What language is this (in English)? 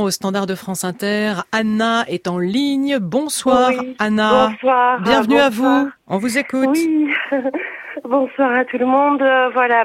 French